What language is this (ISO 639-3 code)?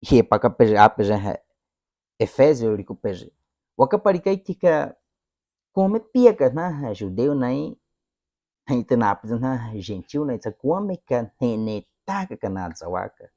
bwi